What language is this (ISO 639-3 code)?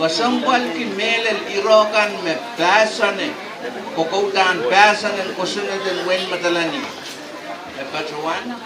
pon